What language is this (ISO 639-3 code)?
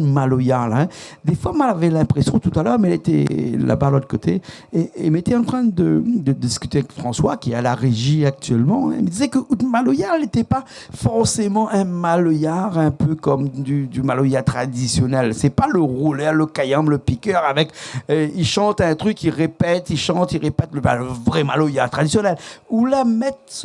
rcf